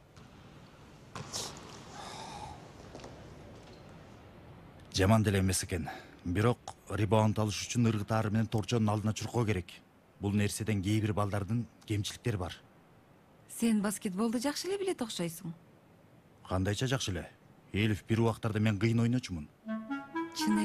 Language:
Kyrgyz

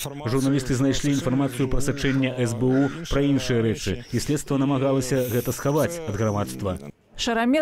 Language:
Belarusian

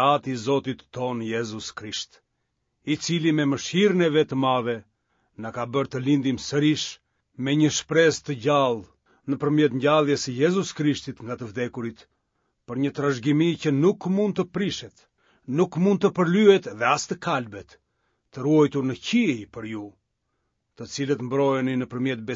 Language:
Albanian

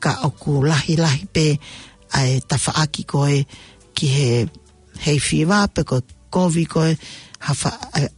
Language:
Tongan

